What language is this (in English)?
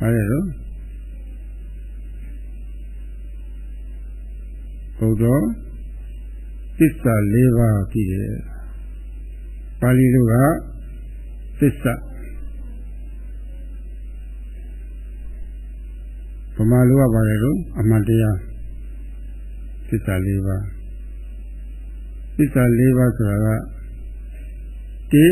Burmese